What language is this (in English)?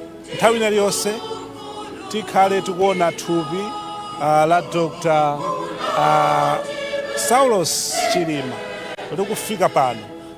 Nyanja